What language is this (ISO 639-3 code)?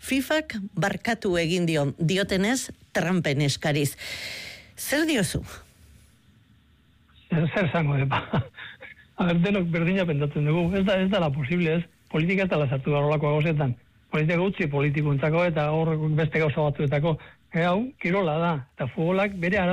eus